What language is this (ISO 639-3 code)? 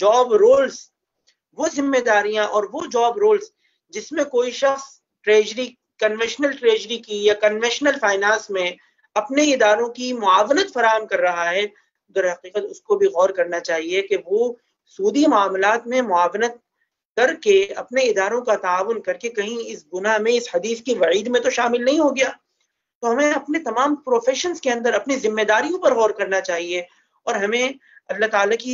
urd